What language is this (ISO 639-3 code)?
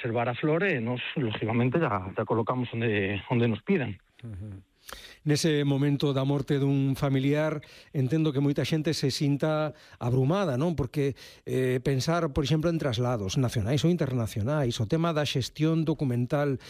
glg